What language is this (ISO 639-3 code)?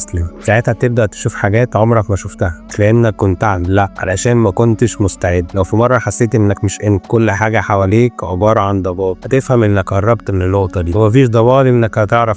arz